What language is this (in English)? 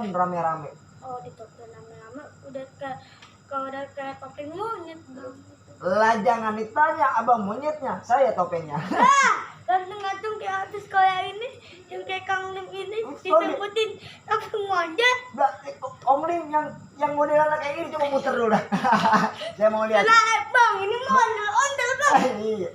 Betawi